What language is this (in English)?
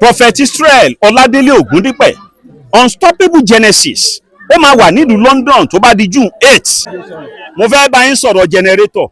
Yoruba